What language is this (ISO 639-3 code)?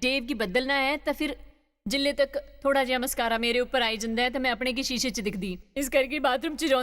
doi